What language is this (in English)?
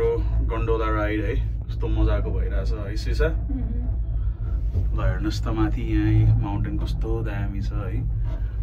Nepali